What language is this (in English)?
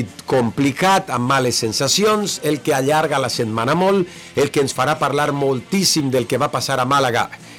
Catalan